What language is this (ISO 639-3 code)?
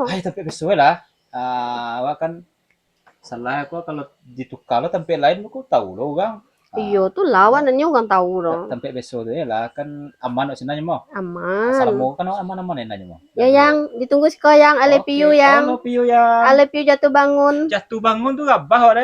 min